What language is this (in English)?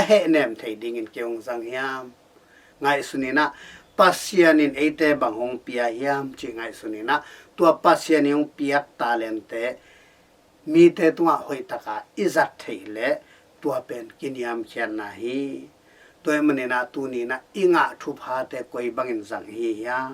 Tedim Chin